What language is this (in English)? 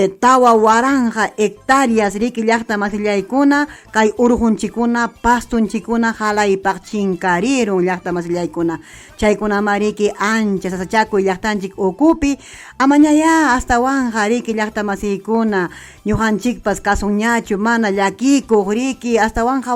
Ayacucho Quechua